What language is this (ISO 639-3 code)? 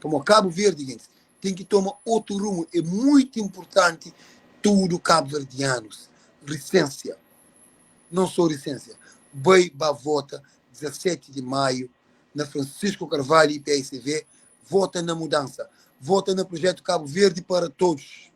kea